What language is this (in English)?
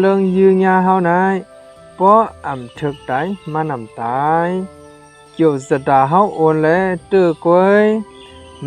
Shan